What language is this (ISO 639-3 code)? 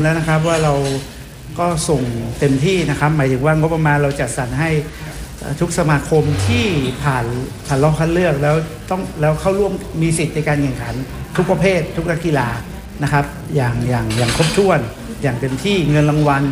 tha